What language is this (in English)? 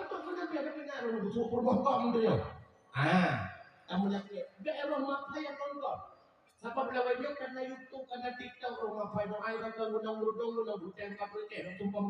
Achinese